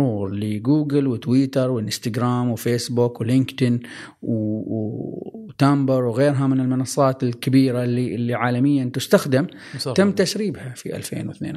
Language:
Gulf Arabic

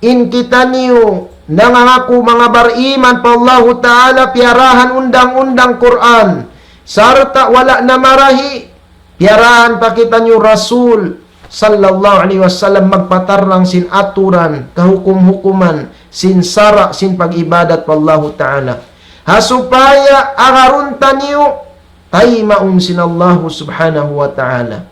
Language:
Tausug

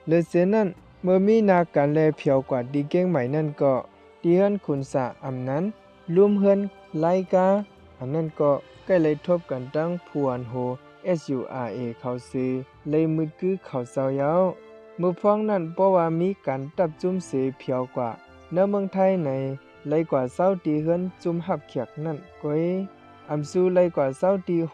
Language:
Shan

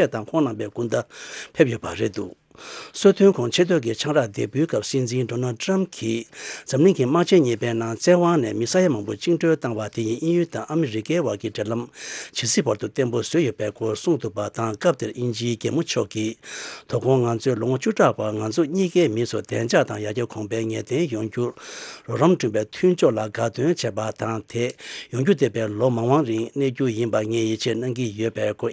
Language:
Tibetan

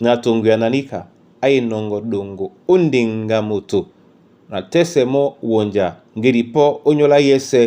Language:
Duala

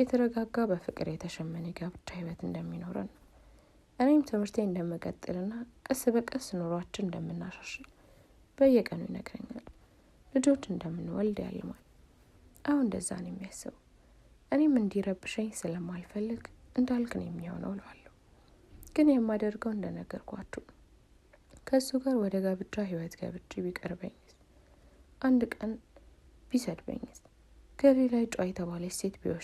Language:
Amharic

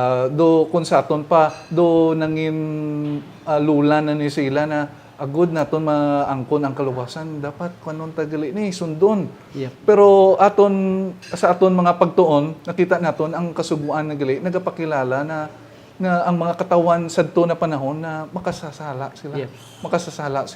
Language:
Hiligaynon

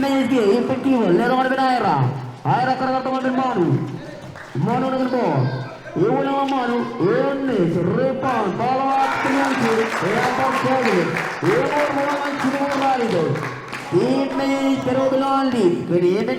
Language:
Marshallese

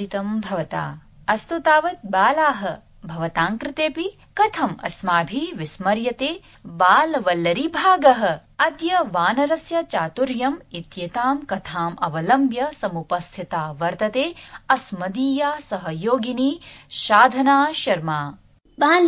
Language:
Sanskrit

